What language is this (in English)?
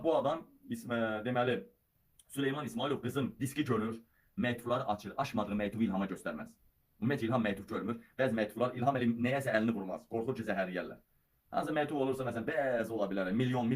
Azerbaijani